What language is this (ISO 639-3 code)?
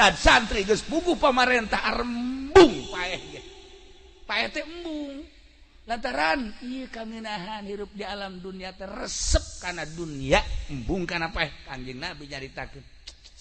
sun